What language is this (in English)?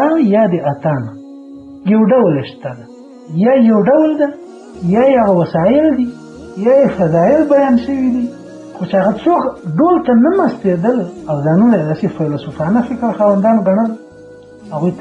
Pashto